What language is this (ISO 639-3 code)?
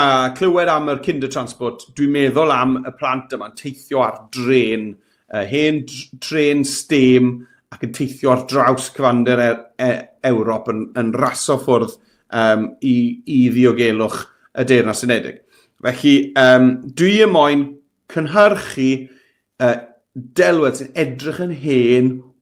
cym